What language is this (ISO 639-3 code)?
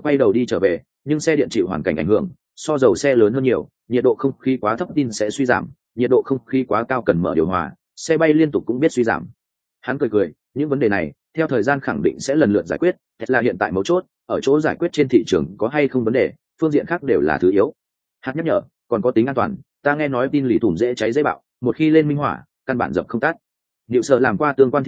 vie